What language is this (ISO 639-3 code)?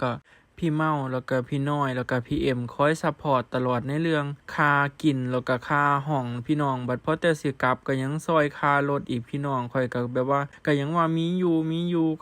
lao